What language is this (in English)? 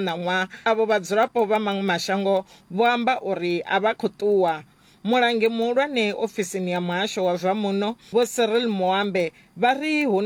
Venda